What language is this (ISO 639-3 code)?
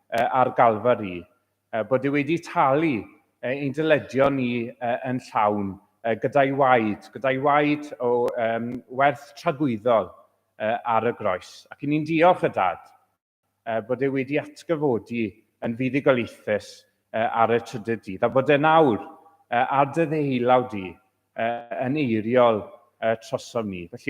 cym